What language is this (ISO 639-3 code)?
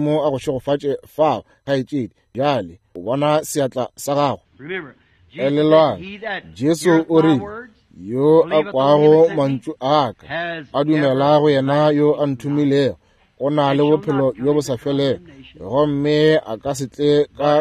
nso